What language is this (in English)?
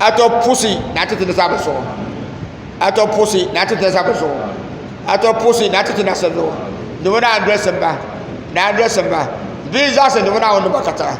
Dagbani